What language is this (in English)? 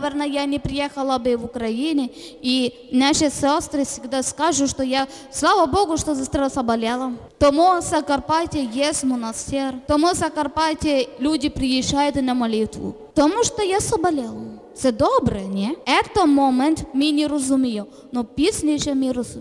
Ukrainian